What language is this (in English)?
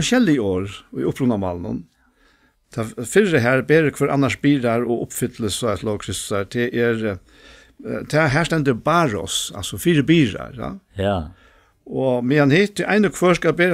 Faroese